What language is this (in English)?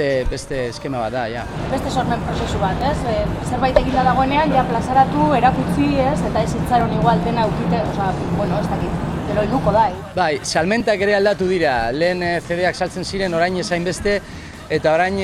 Basque